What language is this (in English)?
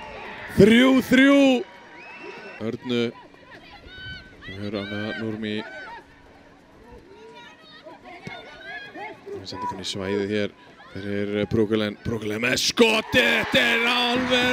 Icelandic